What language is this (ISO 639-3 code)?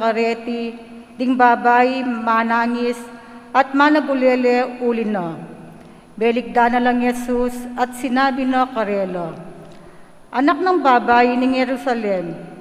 pam